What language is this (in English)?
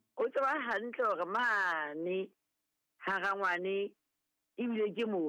Southern Sotho